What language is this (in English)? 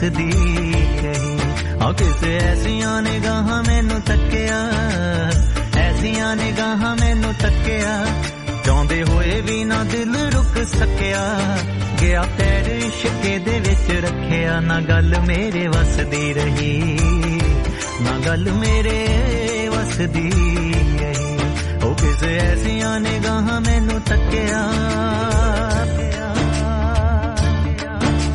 Punjabi